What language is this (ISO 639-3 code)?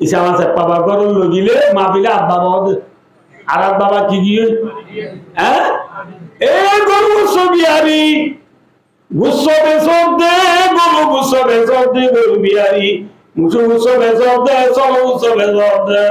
rhg